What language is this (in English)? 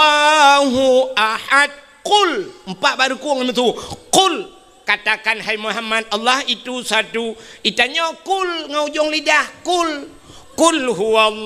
Achinese